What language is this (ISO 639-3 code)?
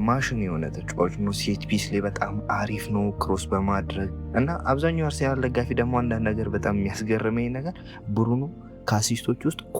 amh